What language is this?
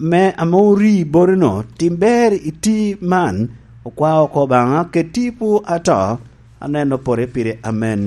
Lango (Uganda)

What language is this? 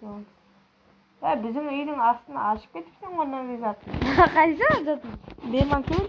Kara-Kalpak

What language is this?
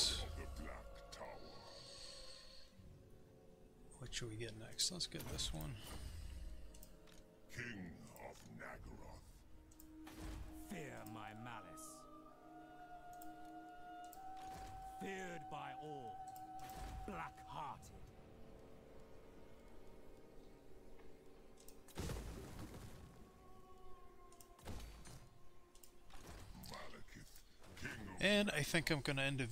English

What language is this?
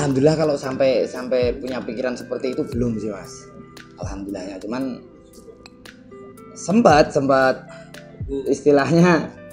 Indonesian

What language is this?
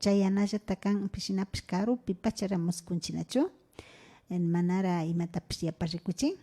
Imbabura Highland Quichua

